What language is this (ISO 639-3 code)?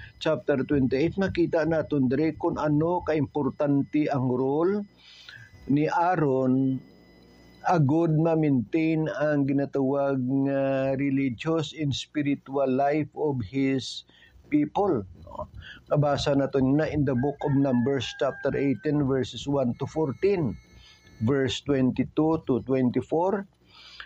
hil